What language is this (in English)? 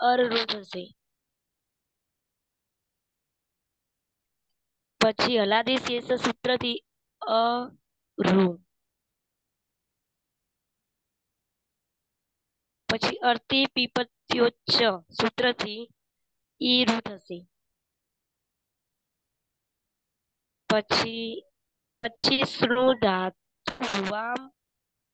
Gujarati